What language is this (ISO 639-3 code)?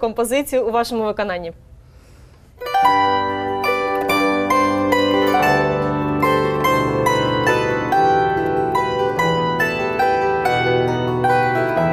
ukr